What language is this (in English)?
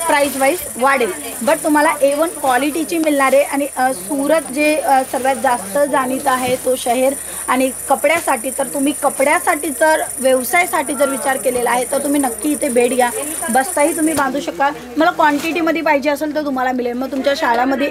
Marathi